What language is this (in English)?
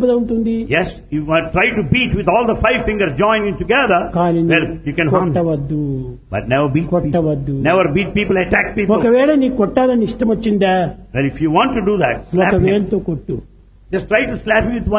Telugu